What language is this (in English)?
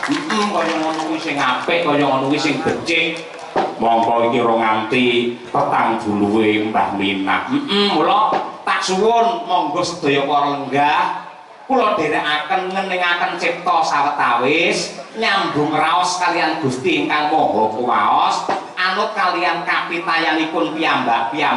Javanese